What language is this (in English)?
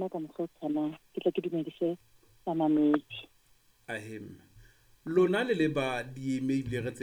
Southern Sotho